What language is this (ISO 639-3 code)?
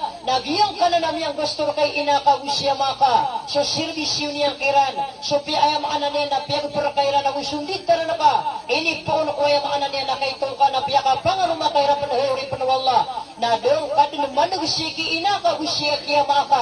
mrw